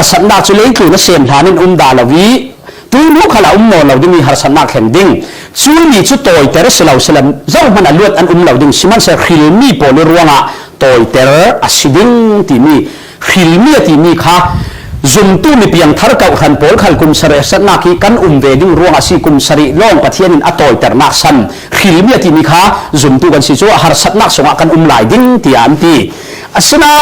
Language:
Falam Chin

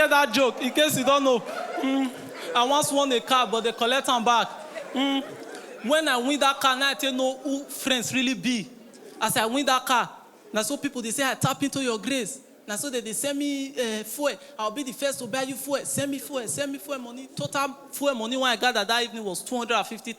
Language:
Nigerian Pidgin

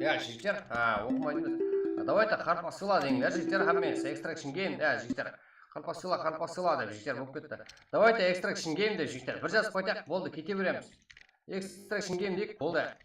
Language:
Kara-Kalpak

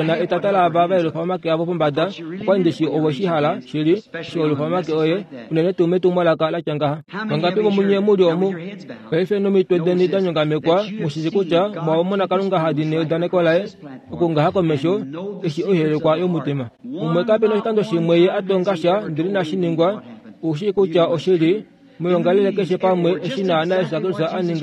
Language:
Kuanyama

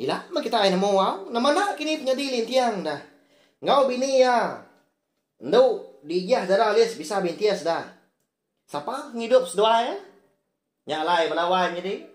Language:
Iban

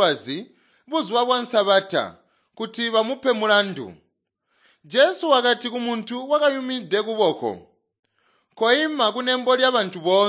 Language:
Tonga (Zambia)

